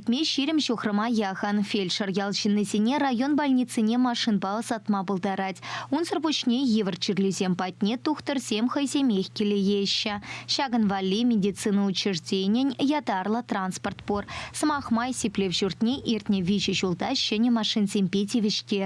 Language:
Chuvash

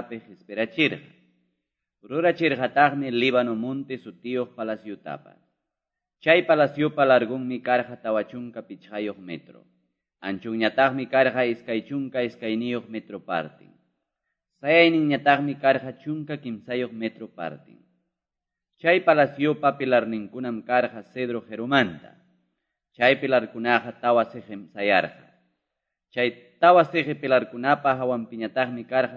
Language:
Quechua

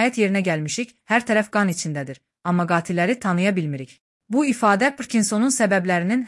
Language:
Azerbaijani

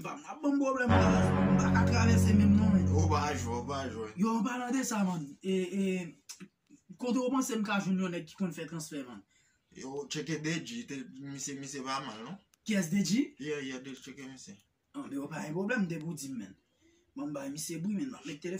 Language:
Haitian Creole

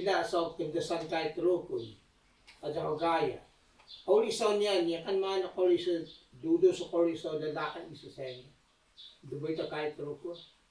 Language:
Taroko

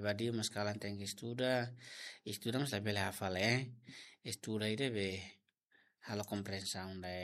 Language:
Tetum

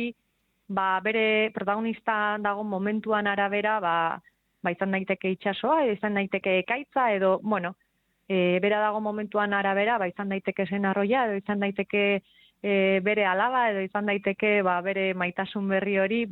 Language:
Basque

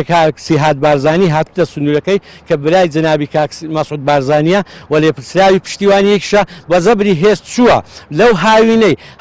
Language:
Central Kurdish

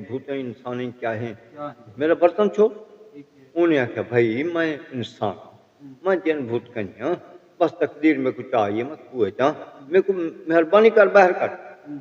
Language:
Saraiki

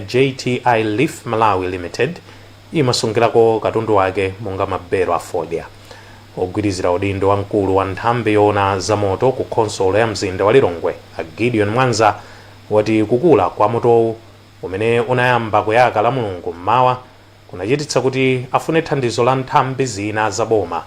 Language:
Nyanja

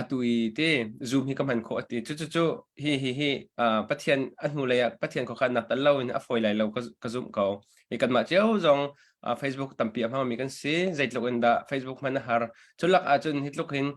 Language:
Hakha Chin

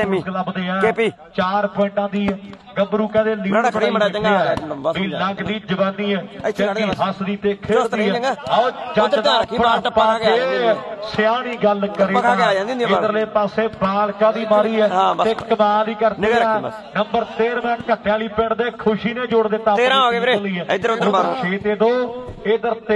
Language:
Punjabi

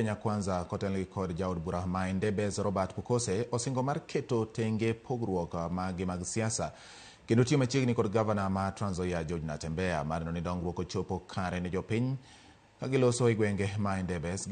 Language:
Luo (Kenya and Tanzania)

